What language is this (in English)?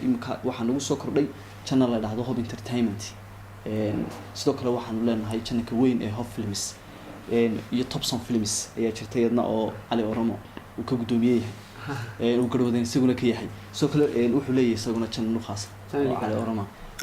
Somali